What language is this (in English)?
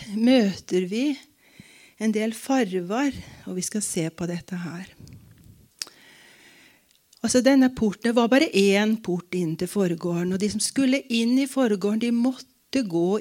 Norwegian